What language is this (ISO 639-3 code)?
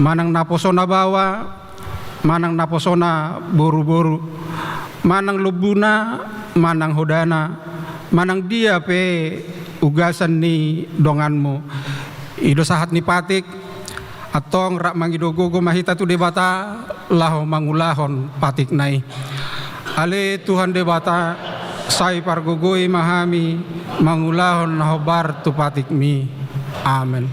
bbc